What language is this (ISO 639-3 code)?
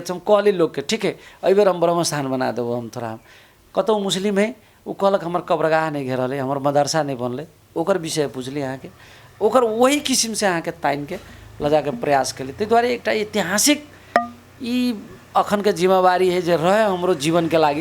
mai